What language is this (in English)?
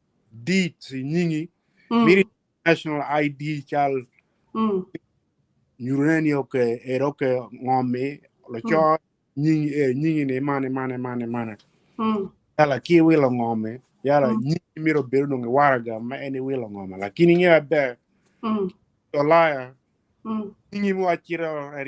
Acoli